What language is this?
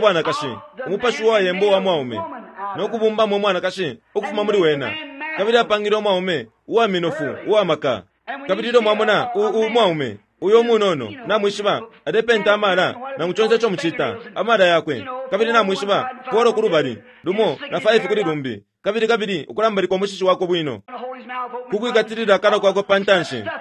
Bemba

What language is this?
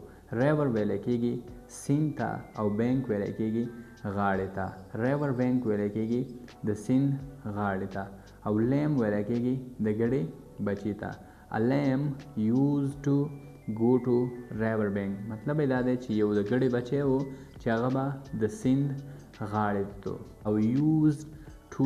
Pashto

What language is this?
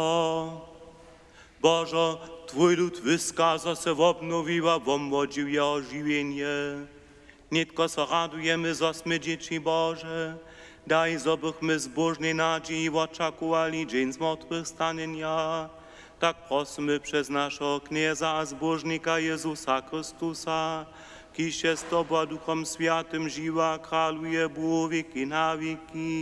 Upper Sorbian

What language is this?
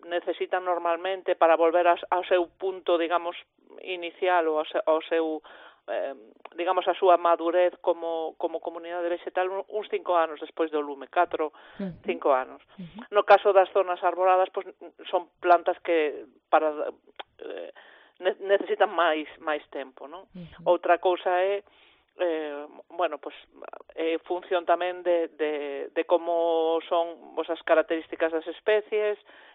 Galician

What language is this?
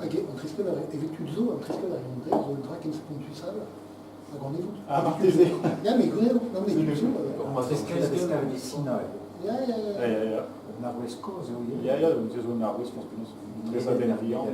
Breton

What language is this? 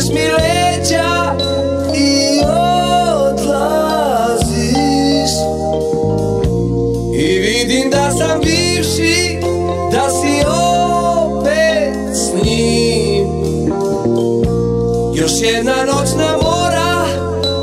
Serbian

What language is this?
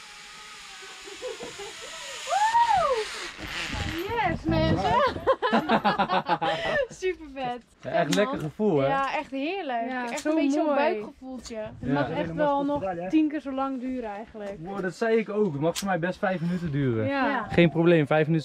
Dutch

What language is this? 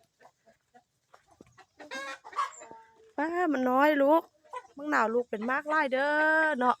Lao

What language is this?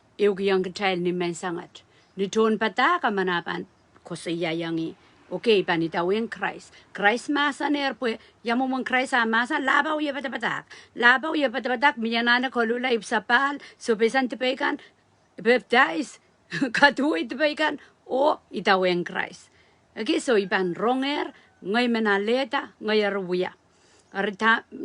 Pohnpeian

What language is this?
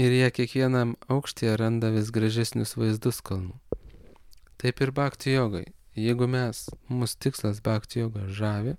Lithuanian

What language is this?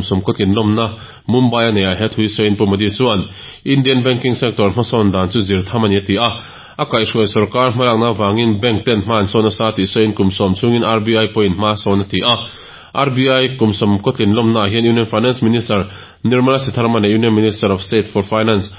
Mizo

